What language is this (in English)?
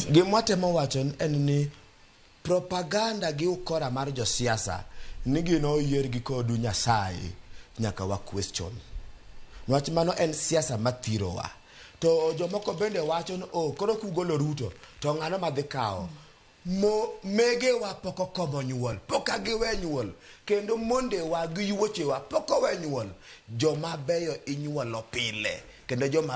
Luo (Kenya and Tanzania)